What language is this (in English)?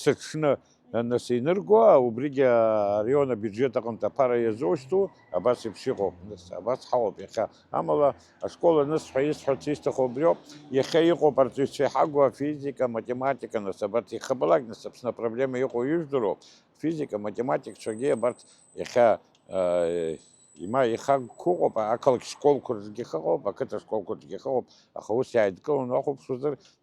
Abkhazian